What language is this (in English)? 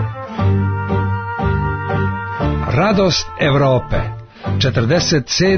Serbian